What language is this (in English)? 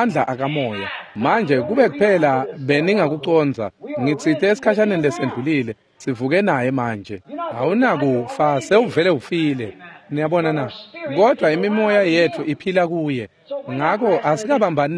Swati